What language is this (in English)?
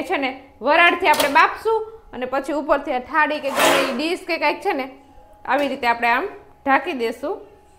Gujarati